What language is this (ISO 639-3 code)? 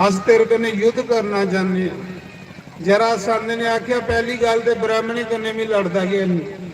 doi